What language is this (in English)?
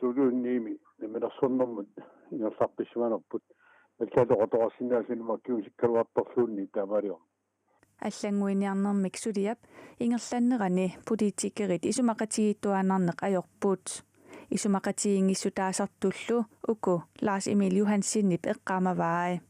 Kalaallisut